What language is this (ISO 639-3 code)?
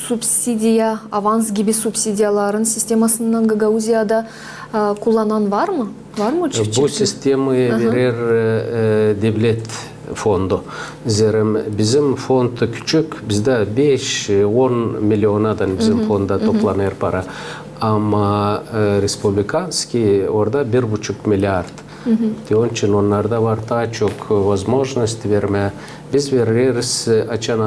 gag